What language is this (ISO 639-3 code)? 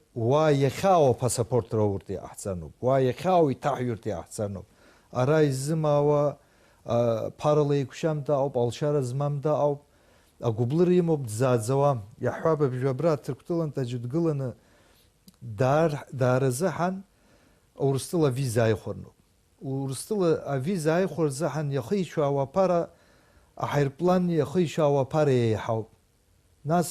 abk